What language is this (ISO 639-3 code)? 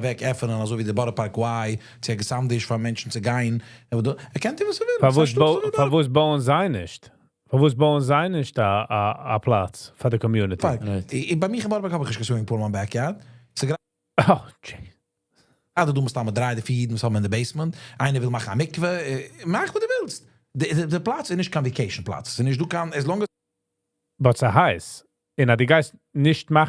yid